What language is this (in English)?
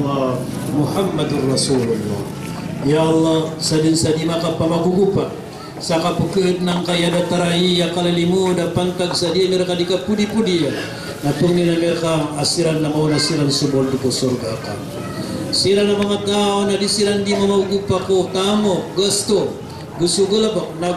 Maranao